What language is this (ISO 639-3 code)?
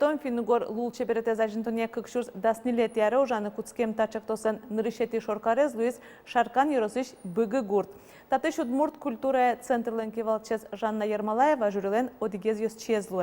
udm